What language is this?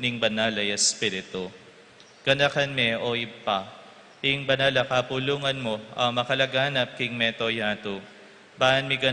Pampanga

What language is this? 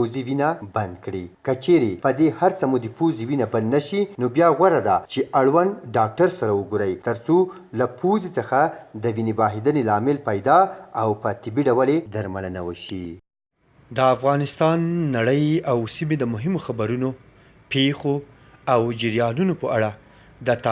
Pashto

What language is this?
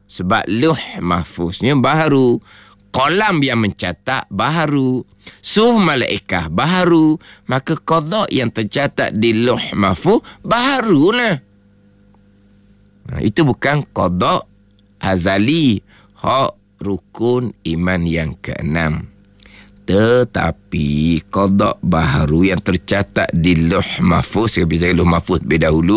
Malay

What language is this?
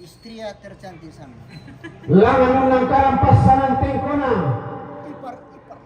Toraja-Sa'dan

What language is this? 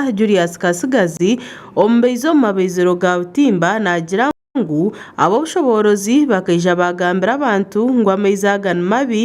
Nyankole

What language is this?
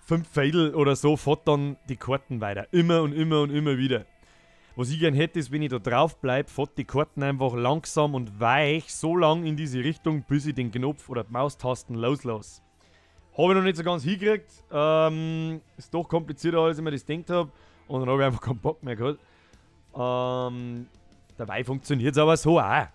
Bavarian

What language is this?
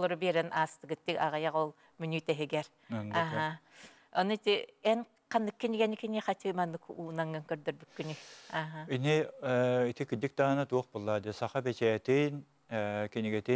Yakut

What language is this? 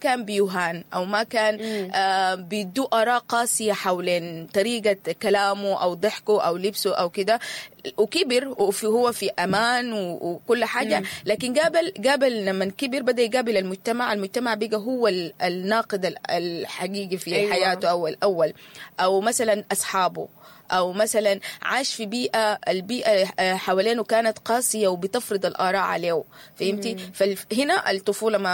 Sudanese Arabic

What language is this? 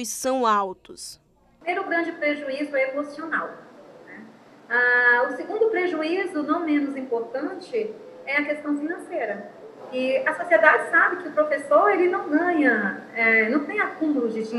Portuguese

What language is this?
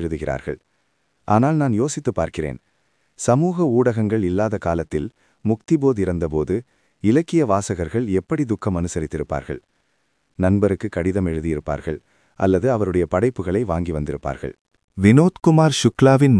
Tamil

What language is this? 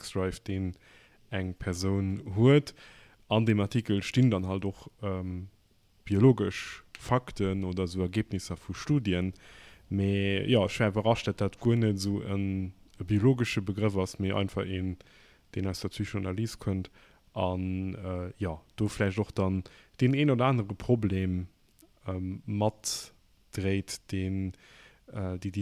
Luxembourgish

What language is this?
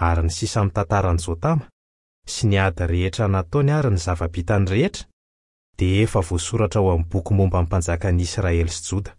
Malagasy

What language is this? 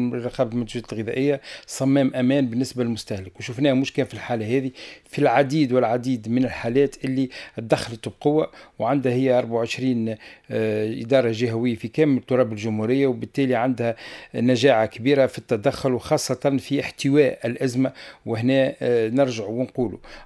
Tunisian Arabic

